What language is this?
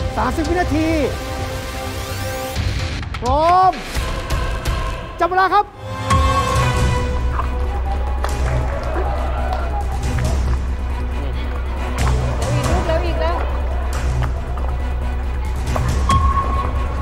Thai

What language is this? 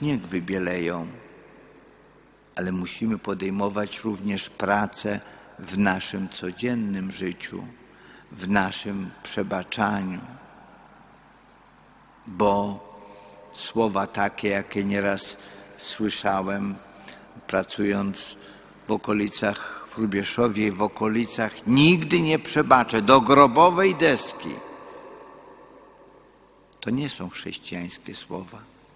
Polish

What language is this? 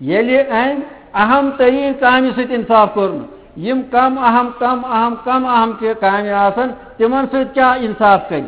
Kashmiri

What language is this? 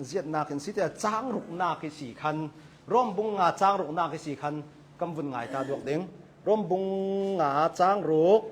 Hakha Chin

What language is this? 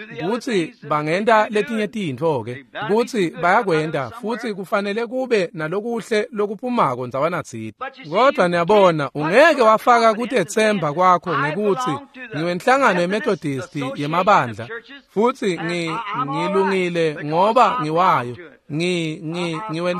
Swati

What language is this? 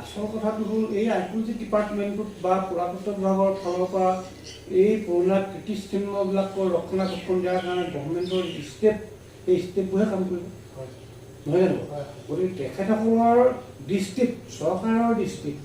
Assamese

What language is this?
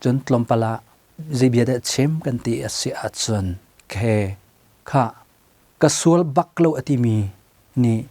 Hakha Chin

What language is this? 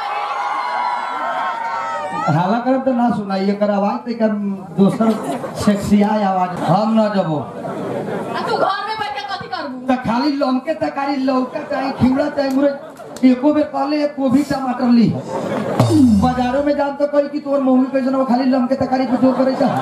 Bhojpuri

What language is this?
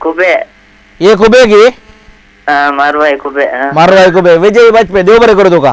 Konkani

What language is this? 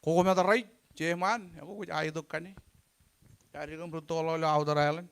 Marshallese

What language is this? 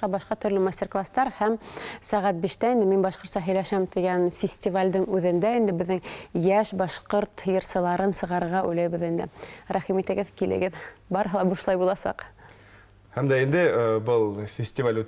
Bashkir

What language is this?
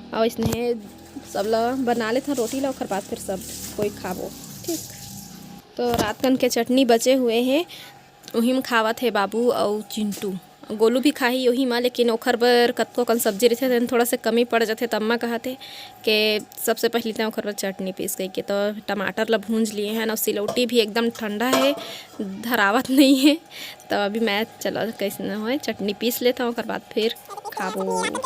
Chhattisgarhi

